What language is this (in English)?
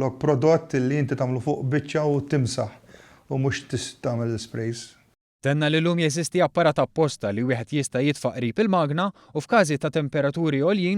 Maltese